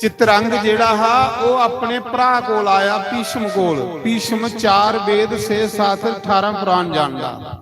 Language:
Dogri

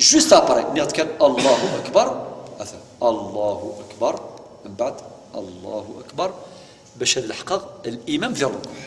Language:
Kabyle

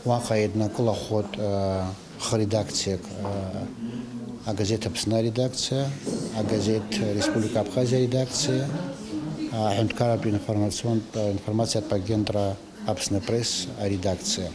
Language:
Abkhazian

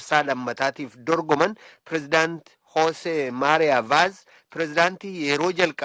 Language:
Oromo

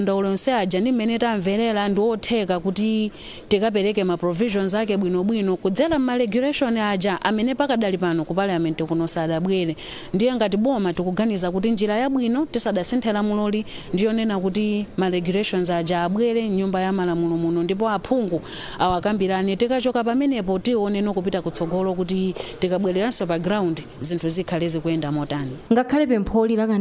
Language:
Nyanja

